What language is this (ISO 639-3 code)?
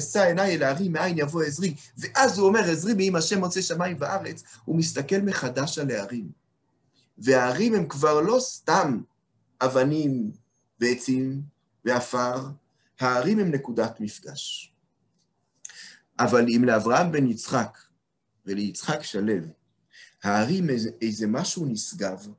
heb